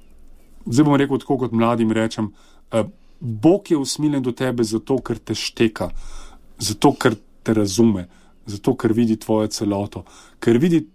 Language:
Slovenian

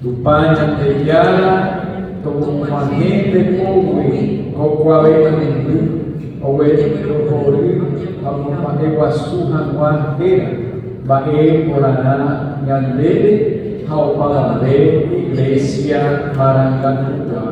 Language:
Guarani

